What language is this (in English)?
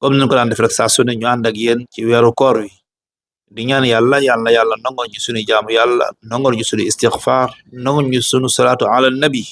Wolof